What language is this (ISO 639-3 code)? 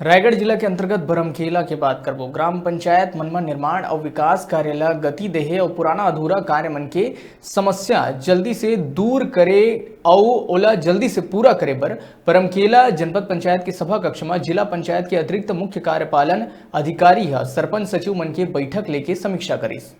hne